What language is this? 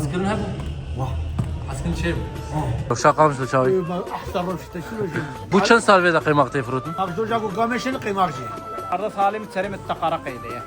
Kurdish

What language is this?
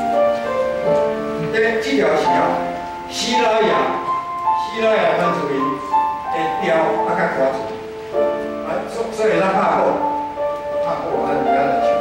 Min Nan Chinese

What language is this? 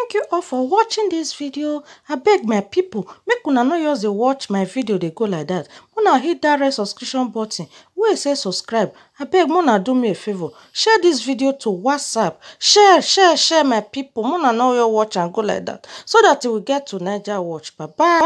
Nigerian Pidgin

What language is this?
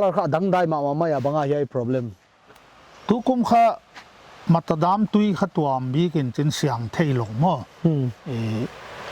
Paite Chin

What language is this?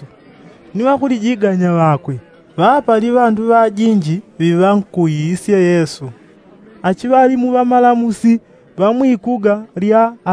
Yao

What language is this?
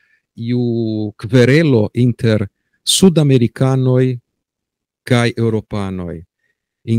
Esperanto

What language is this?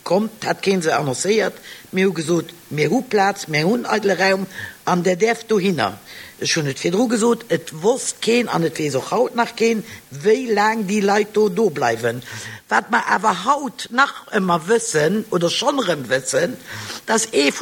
Luxembourgish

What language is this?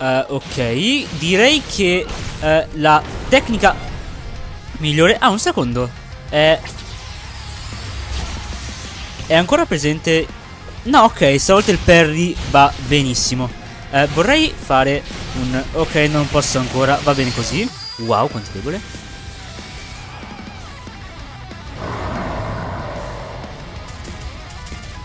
Italian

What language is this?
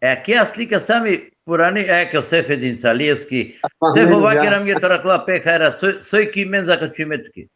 Balkan Romani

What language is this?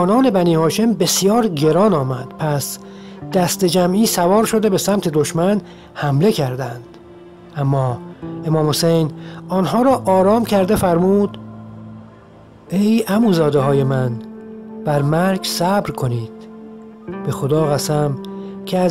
Persian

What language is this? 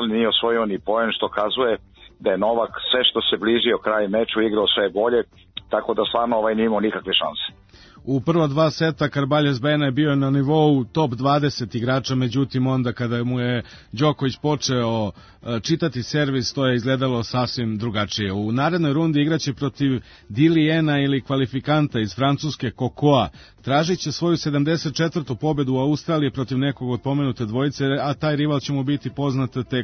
Serbian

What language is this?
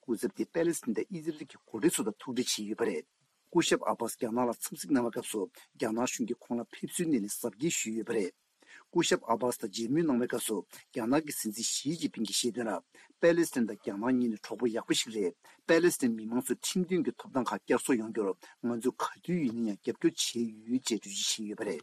Tibetan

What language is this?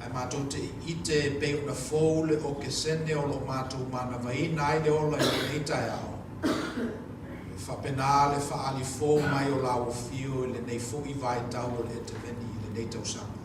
Samoan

